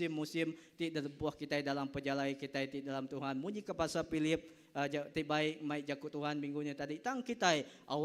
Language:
Iban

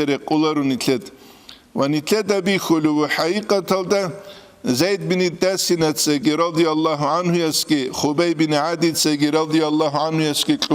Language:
Avaric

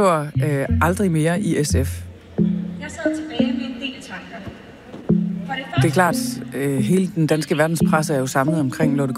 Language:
Danish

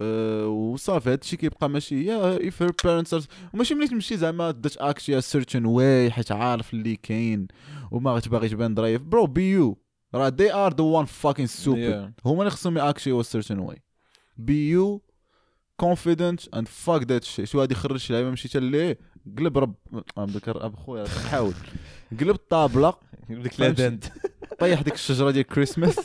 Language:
Moroccan Arabic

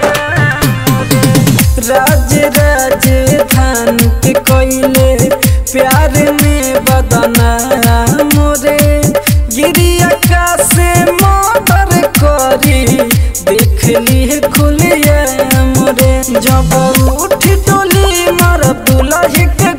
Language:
Bhojpuri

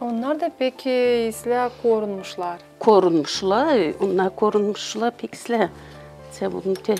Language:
Gagauz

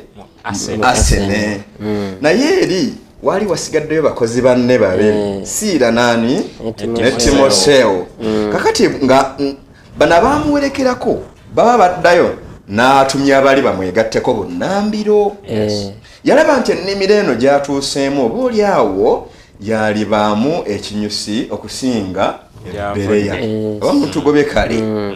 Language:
Ganda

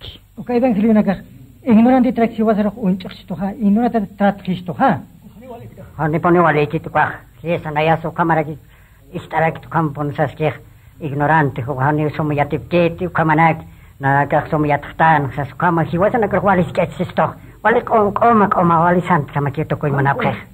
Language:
Aymara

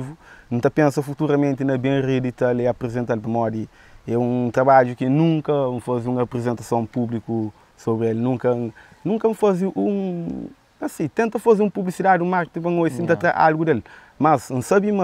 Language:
Kabuverdianu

